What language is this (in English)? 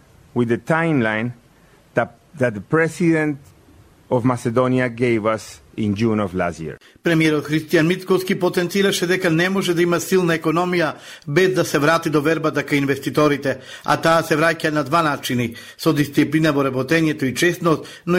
Macedonian